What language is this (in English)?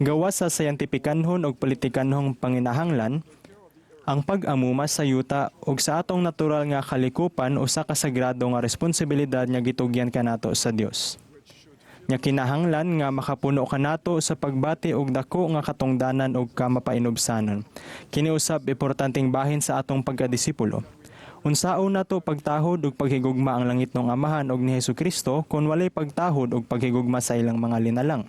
Cebuano